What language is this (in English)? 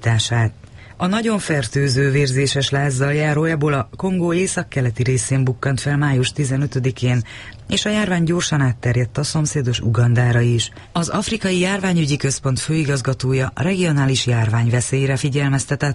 Hungarian